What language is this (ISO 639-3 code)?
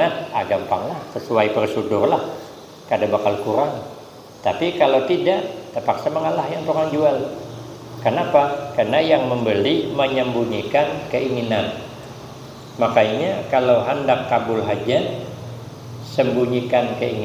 bjn